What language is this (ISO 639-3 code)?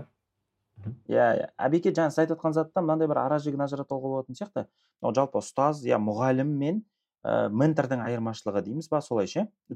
kaz